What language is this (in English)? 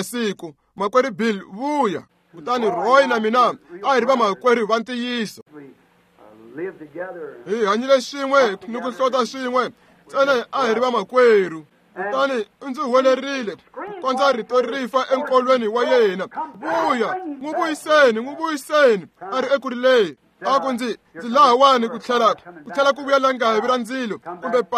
Tsonga